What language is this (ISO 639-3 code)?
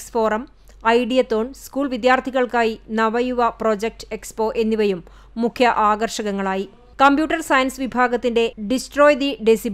mal